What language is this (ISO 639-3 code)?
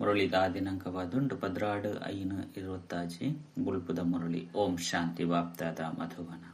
tcy